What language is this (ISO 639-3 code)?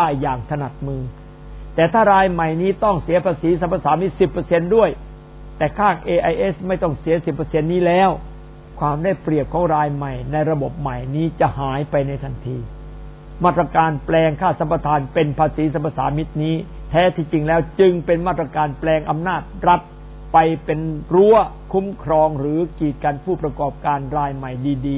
tha